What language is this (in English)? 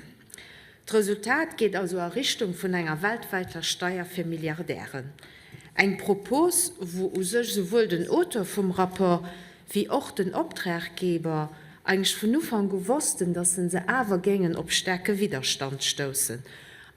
Luxembourgish